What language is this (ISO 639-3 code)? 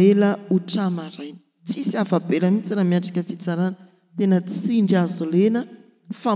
mlg